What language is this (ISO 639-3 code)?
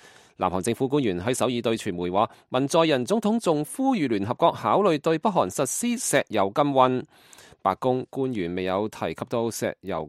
yue